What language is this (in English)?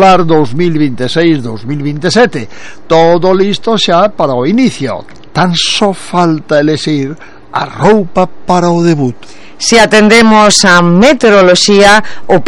Galician